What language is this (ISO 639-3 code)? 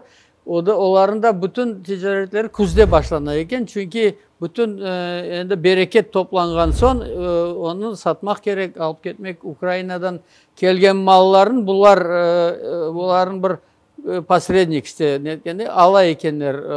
crh